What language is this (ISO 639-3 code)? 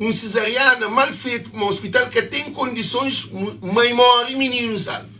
kea